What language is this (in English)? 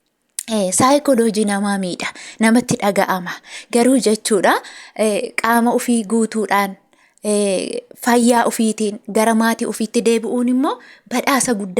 Oromo